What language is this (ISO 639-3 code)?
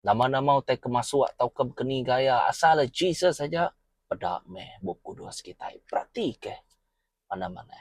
iba